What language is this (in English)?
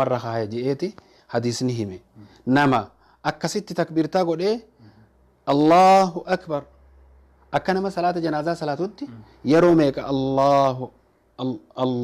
Oromo